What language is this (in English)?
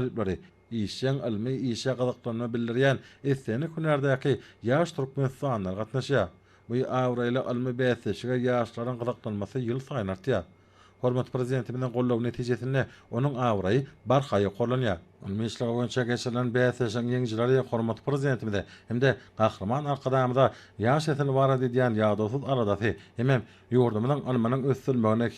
Turkmen